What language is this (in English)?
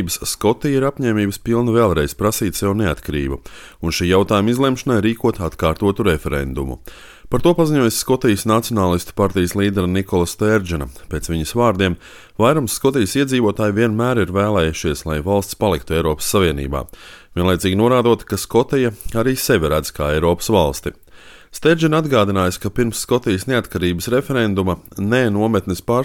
Latvian